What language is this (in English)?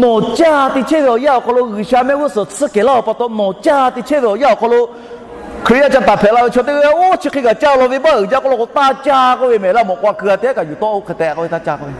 Lahu